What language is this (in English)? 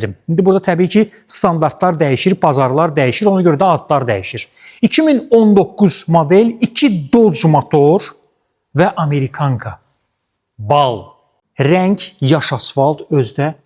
Azerbaijani